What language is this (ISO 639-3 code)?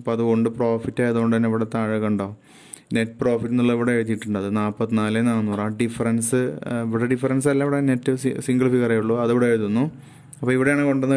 mal